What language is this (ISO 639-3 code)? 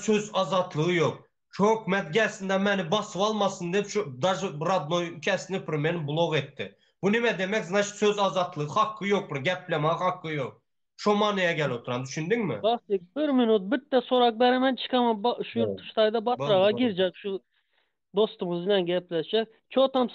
tuk